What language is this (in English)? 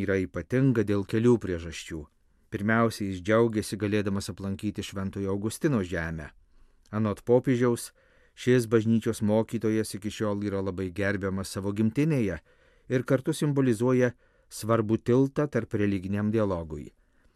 Lithuanian